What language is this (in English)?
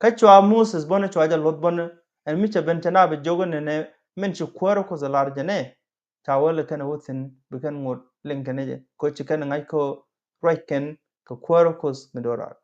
Nuer